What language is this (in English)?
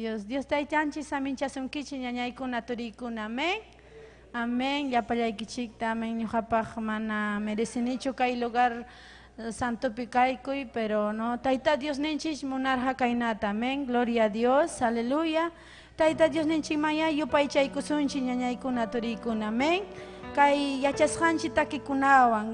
Ayacucho Quechua